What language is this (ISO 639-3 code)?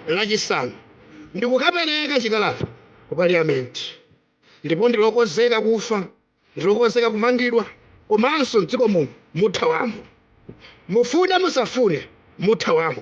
nya